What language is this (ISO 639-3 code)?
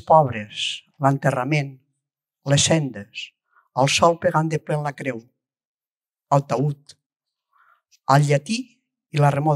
cat